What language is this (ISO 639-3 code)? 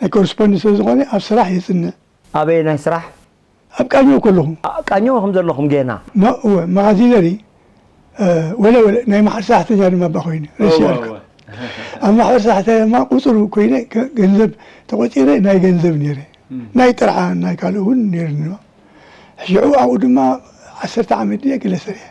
tir